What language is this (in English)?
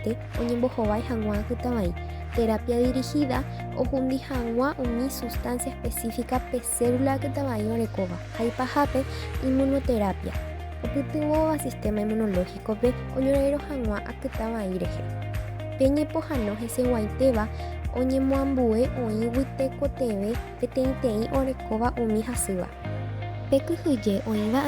Guarani